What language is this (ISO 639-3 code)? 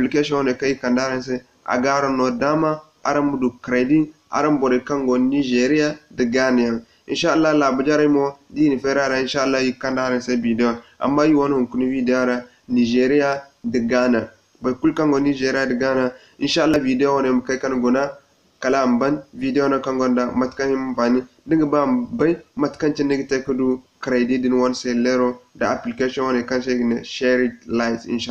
dje